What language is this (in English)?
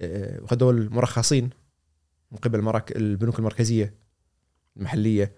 Gulf Arabic